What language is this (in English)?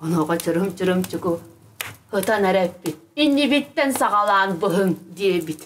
Yakut